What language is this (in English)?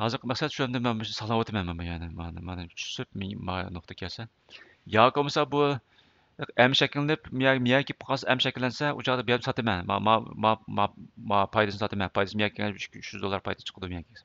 Uyghur